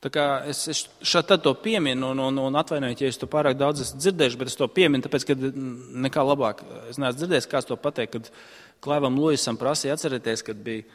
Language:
Latvian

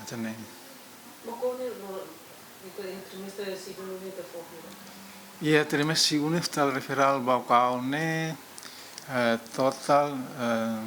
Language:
Tetum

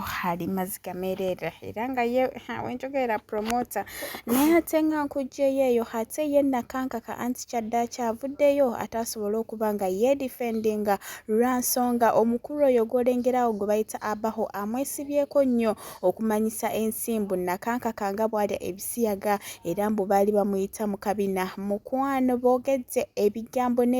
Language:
Ganda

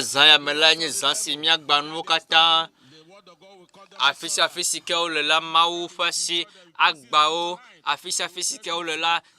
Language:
Ewe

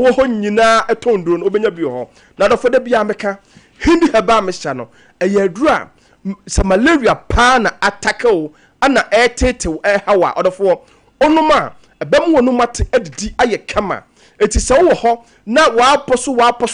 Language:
Akan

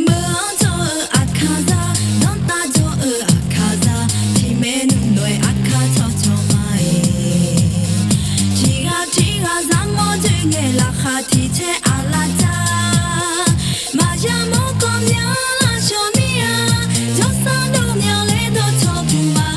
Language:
Akha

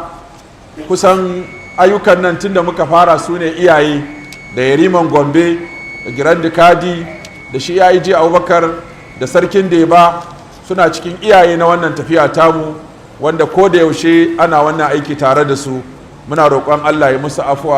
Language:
Hausa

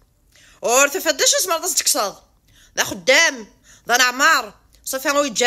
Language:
Kabyle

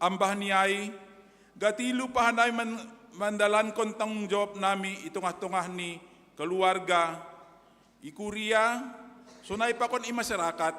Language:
Batak Simalungun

